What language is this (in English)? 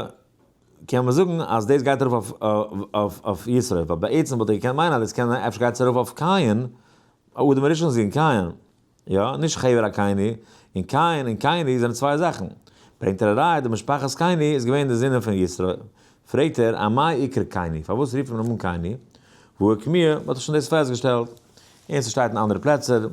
Yiddish